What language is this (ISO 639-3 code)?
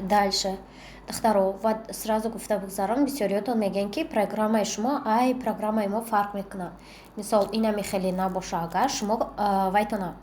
tgk